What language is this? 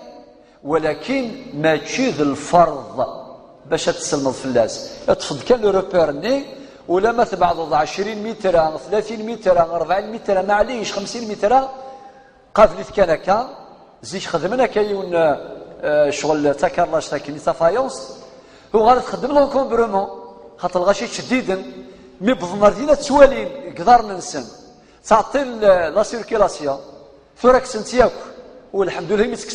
Kabyle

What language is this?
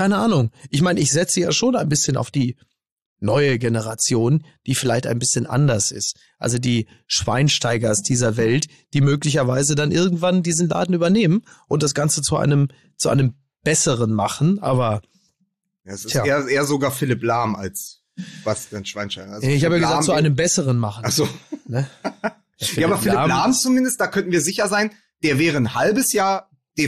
German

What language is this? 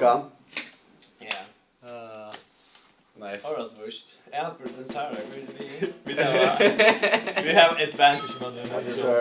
Faroese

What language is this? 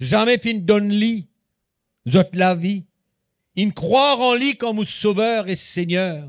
Morisyen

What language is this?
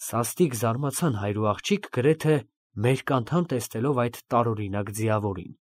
Armenian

